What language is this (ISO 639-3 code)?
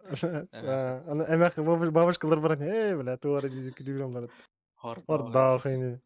sah